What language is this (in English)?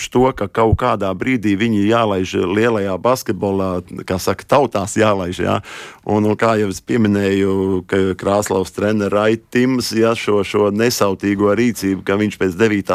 Latvian